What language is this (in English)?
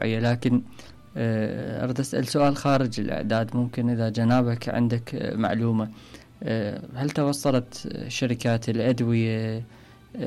Mesopotamian Arabic